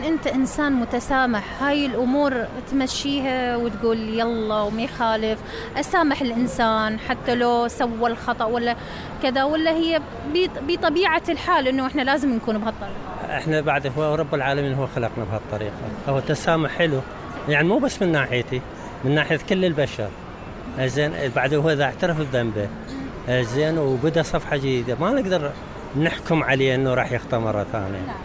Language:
Mesopotamian Arabic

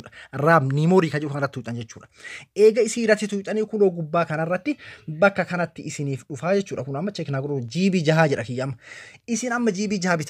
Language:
Oromo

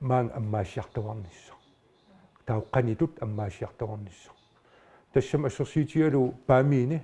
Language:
Kalaallisut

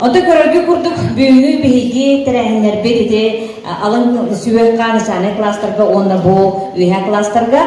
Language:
Yakut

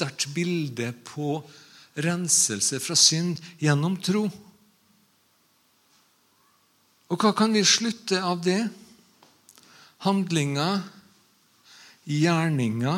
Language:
Norwegian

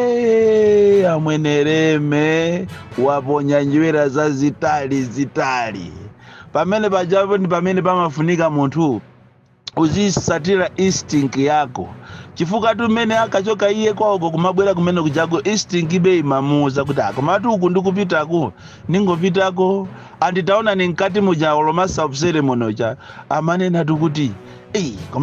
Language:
Nyanja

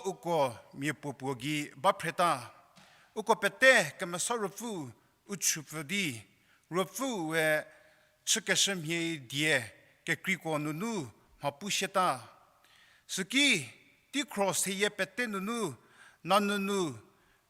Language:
Angami Naga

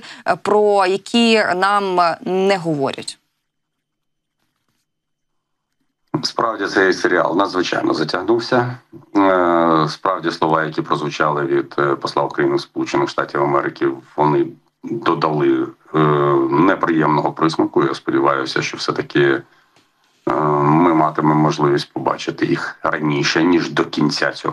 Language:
Ukrainian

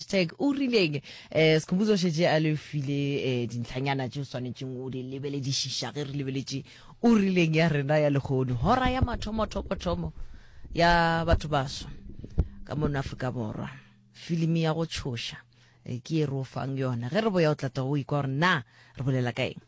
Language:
Northern Sotho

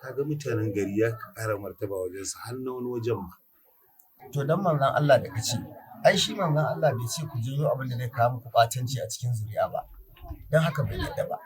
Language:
Hausa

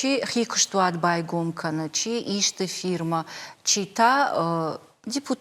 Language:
Ossetic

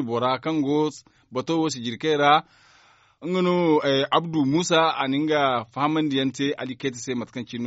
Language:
Zarma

